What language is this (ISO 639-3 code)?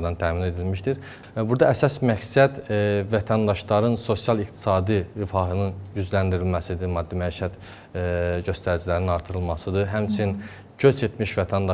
aze